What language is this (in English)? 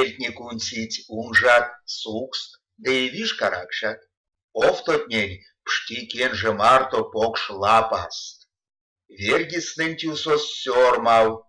Erzya